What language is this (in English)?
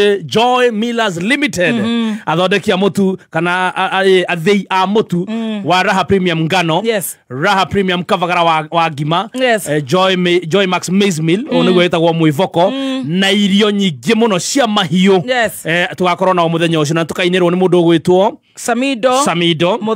Kikuyu